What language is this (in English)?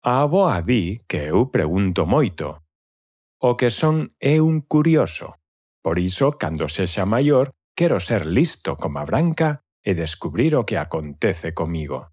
Galician